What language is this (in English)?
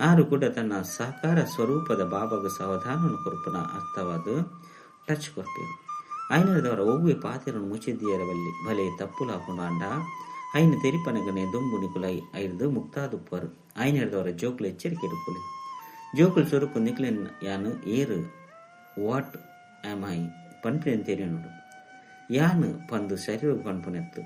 Tulu